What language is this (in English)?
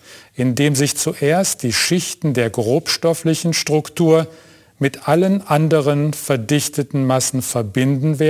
German